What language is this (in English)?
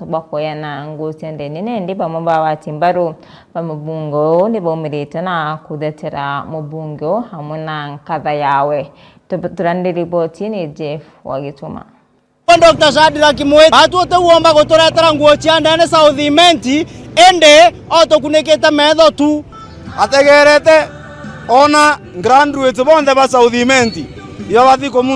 Meru